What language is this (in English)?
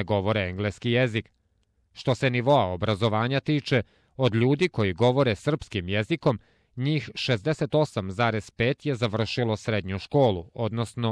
Serbian